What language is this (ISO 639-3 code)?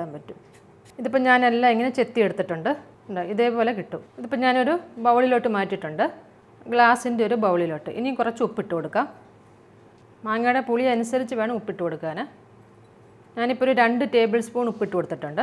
mal